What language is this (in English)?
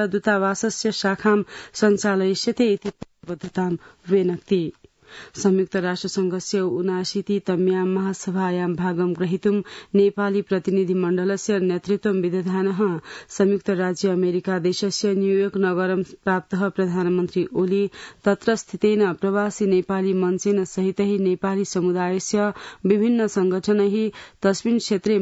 Sanskrit